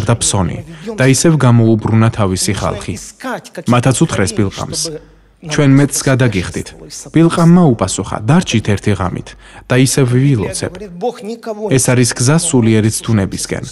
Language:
Georgian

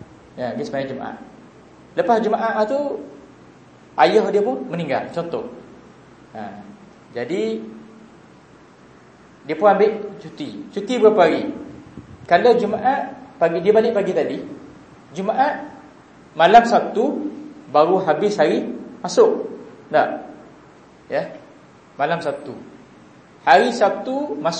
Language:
Malay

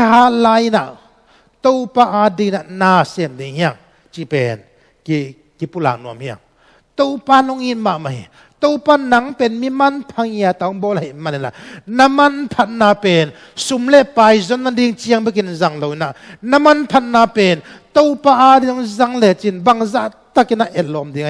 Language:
Tedim Chin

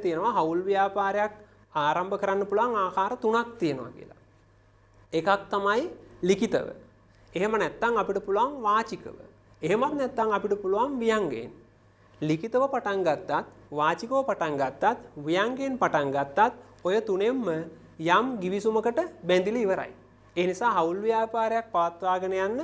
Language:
Sinhala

